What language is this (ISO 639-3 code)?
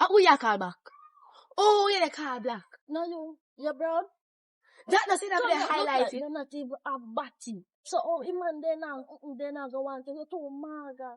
jam